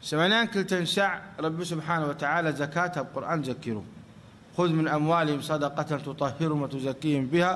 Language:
Tigrinya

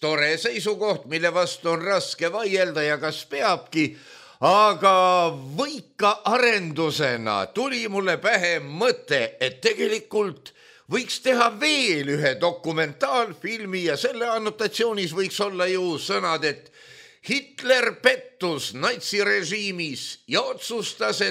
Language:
Estonian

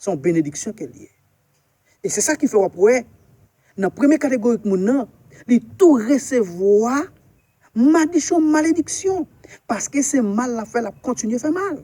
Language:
Haitian Creole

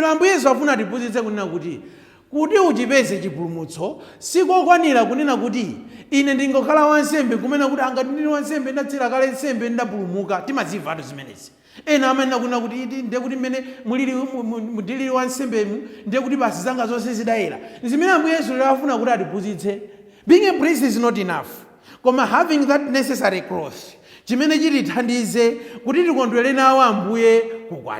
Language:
Nyanja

